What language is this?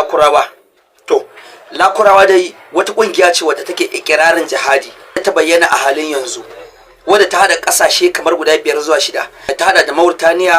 Hausa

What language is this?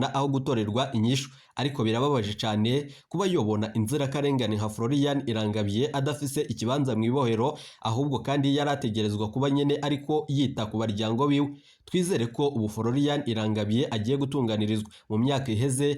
Rundi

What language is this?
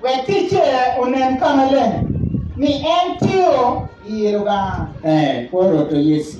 Acoli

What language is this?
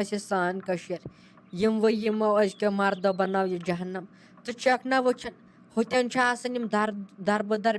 Kashmiri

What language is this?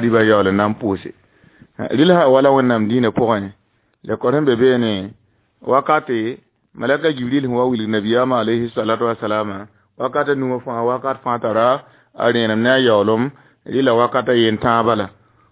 Mossi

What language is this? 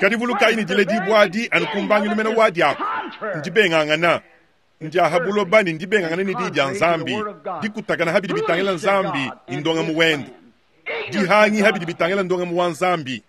Luba-Lulua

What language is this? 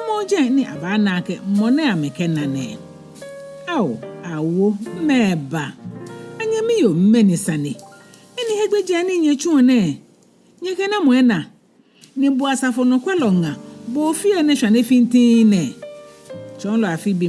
Ga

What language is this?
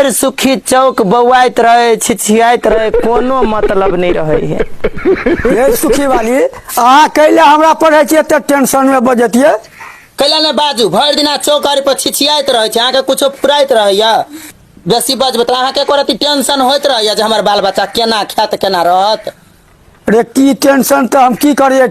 Maithili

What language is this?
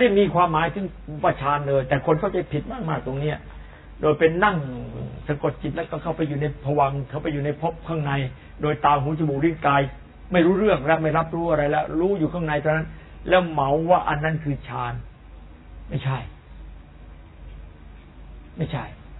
Thai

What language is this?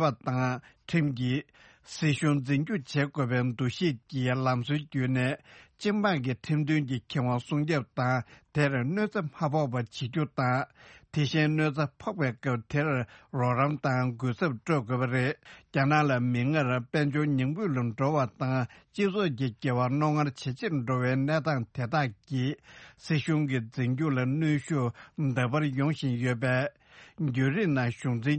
Tibetan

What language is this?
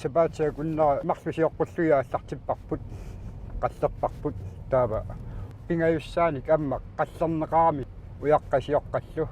Kalaallisut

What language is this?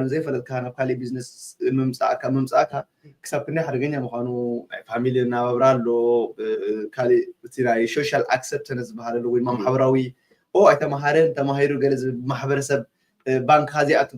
Tigrinya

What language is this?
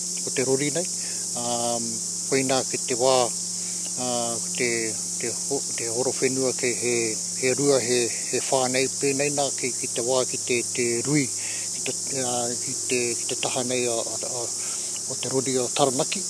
Māori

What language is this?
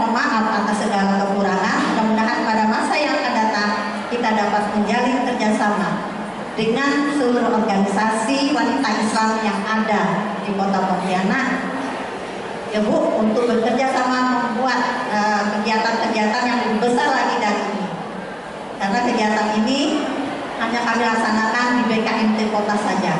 Indonesian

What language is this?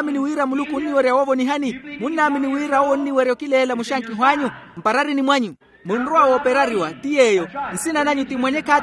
Makhuwa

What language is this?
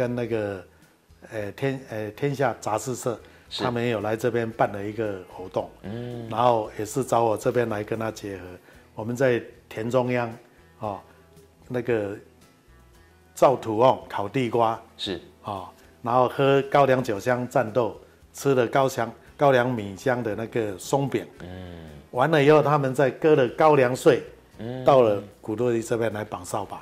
Chinese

